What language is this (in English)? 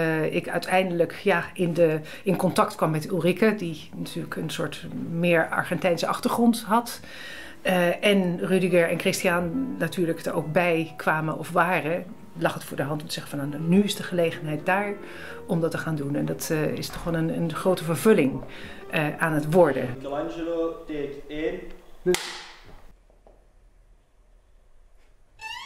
Dutch